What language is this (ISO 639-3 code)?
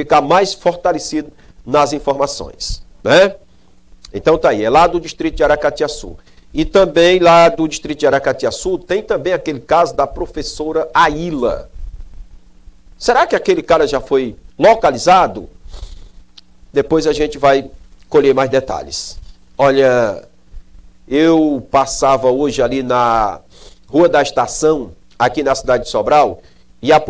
por